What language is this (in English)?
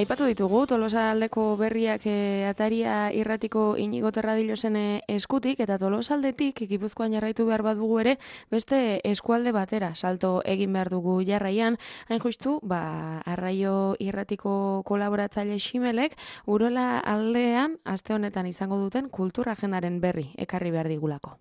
Basque